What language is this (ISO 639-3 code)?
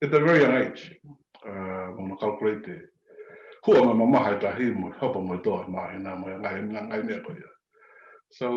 ton